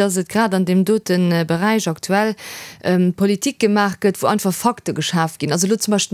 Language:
Luxembourgish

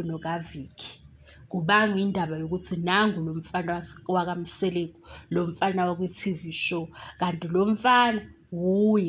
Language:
Zulu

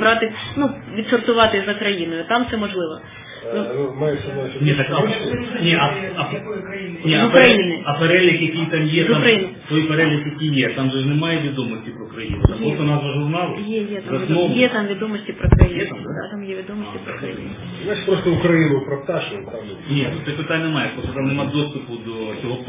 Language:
Ukrainian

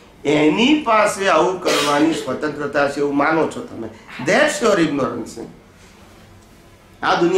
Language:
Gujarati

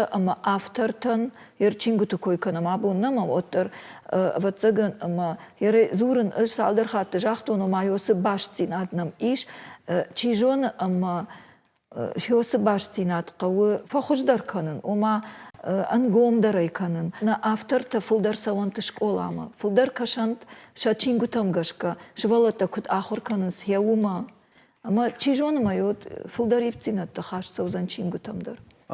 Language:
Ossetic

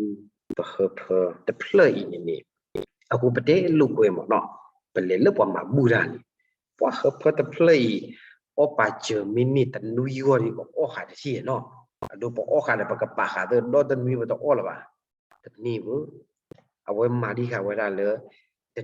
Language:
S'gaw Karen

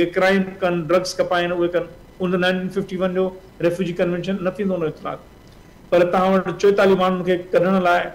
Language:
Sindhi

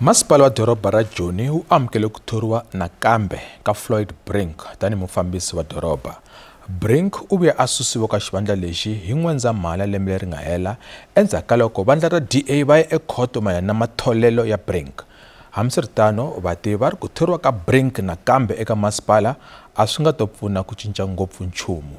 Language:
Tsonga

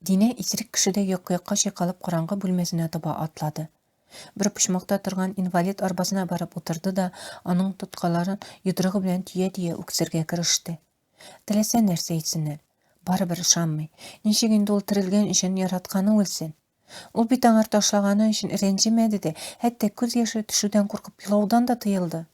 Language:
Tatar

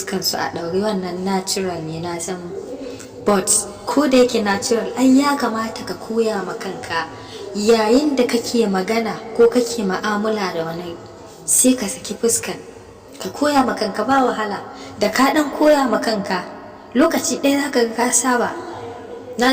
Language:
Hausa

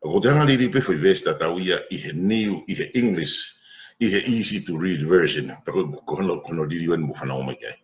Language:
Tongan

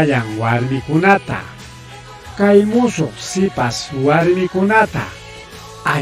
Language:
Ayacucho Quechua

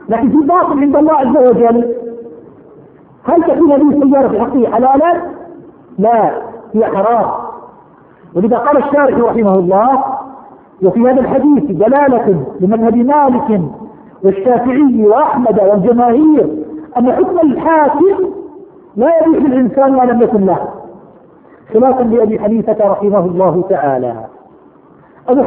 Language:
Arabic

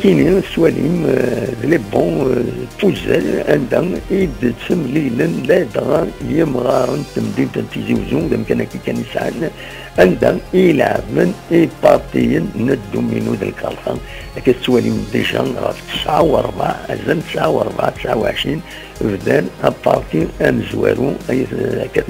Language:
Kabyle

